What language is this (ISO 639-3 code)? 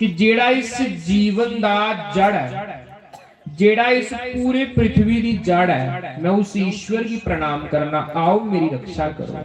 doi